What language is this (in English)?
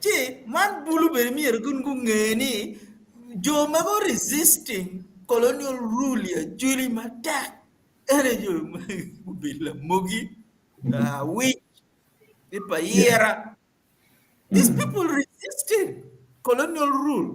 Acoli